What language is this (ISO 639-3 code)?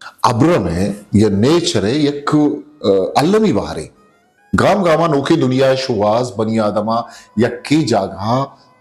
bgp